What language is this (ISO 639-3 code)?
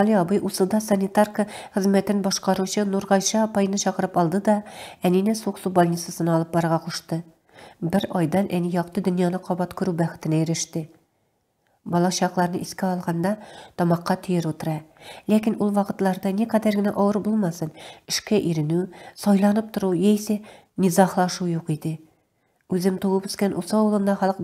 tat